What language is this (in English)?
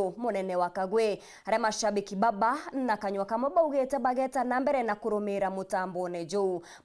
Meru